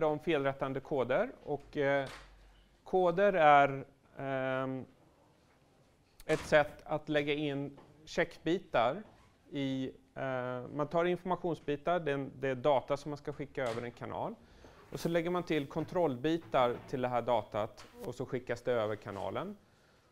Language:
Swedish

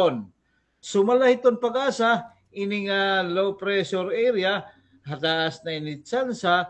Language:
Waray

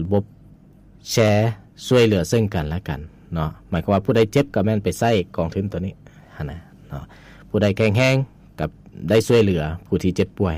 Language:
Lao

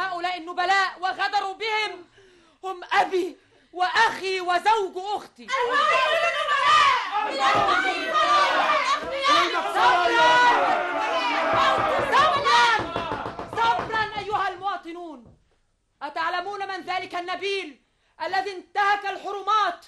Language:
Arabic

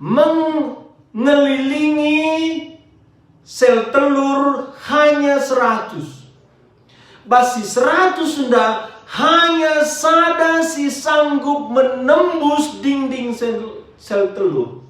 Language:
Batak Karo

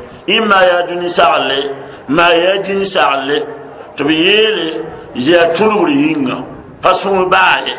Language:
Mossi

